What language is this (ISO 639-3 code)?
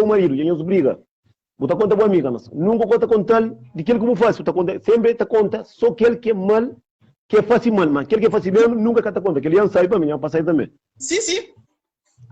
kea